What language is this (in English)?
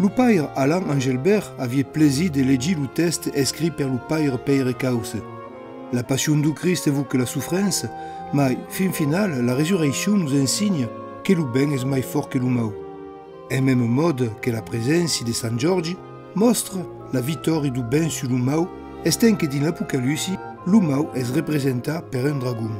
Occitan